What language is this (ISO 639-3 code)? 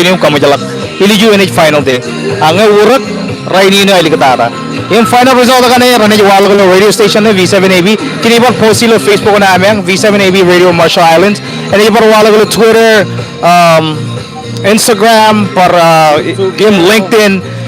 mah